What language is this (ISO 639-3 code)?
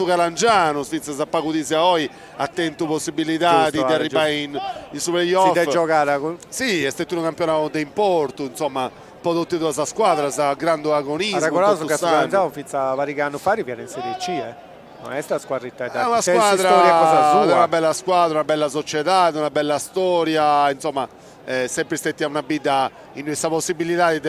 srd